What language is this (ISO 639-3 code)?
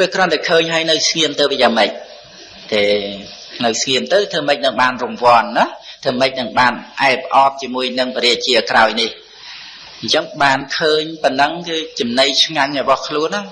khm